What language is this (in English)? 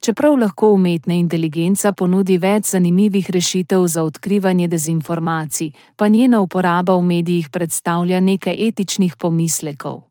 Slovenian